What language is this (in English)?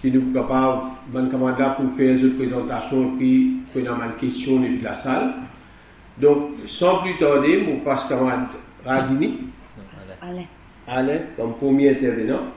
Morisyen